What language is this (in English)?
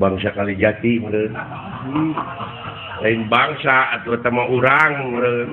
Sundanese